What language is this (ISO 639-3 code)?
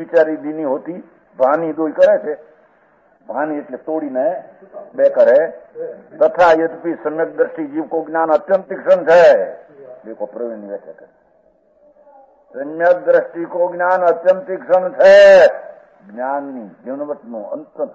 guj